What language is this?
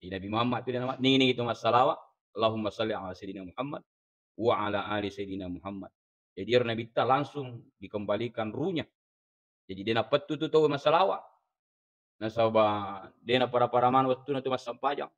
Buginese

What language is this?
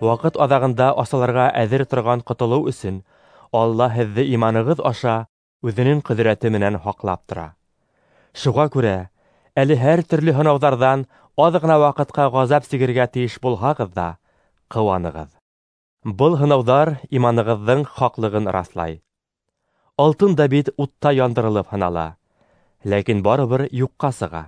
Bashkir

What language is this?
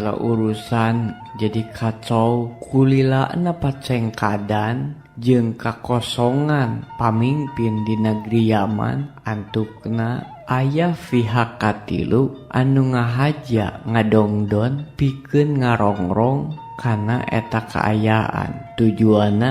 Sundanese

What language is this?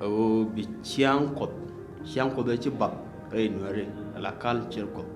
Nuer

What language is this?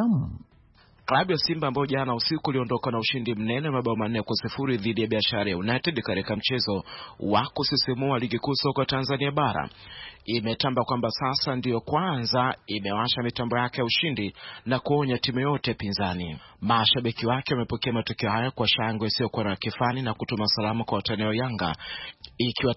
Swahili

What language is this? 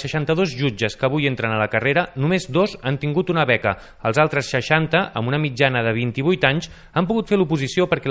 Catalan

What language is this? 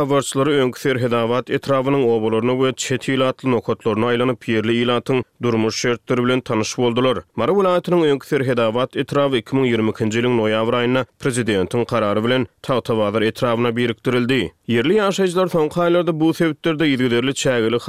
Turkmen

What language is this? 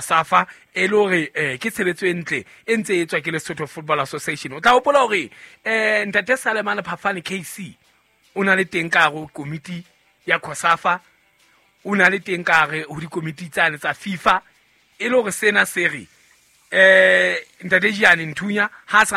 Southern Sotho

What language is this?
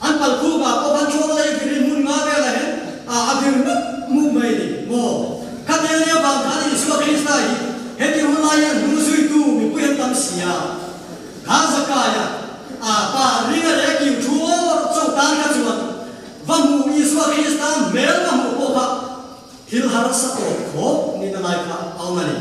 Mizo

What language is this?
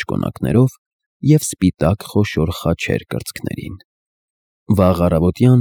Armenian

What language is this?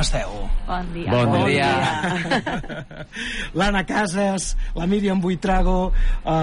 Catalan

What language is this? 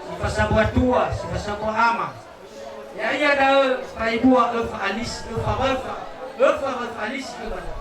Nias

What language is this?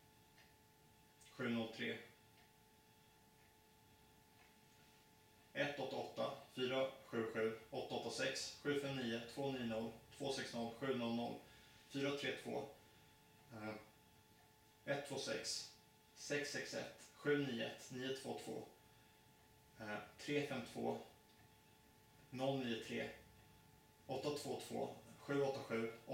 Swedish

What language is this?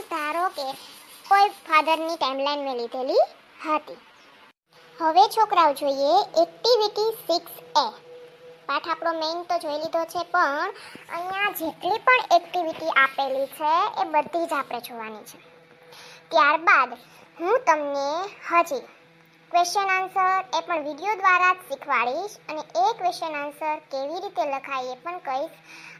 Gujarati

